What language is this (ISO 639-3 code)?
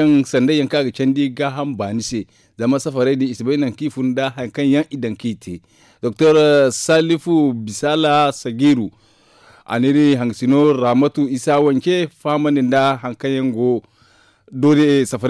dje